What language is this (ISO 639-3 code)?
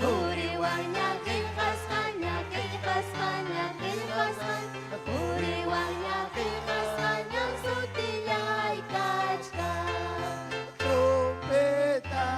quy